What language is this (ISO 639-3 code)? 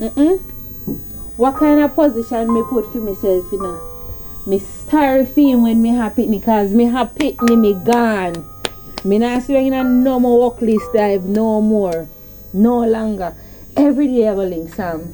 jam